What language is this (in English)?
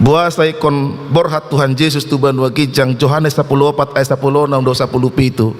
Batak Toba